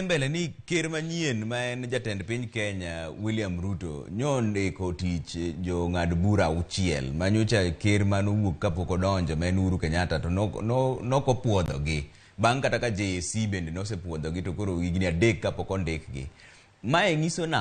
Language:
Luo (Kenya and Tanzania)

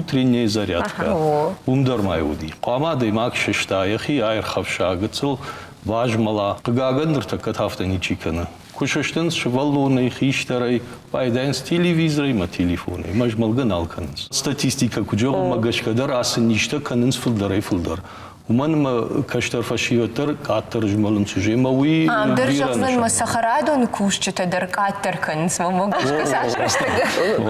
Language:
Ossetic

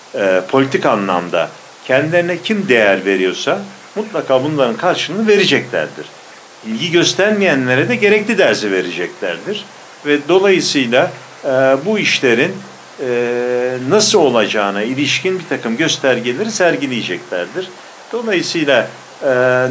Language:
Turkish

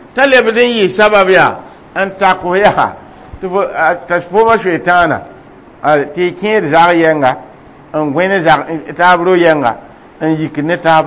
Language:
Mossi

